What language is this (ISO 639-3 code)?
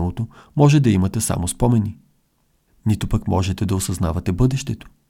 bul